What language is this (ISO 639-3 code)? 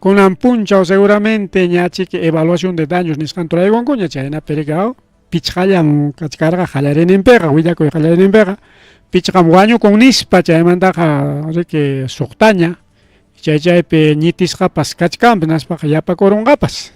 quy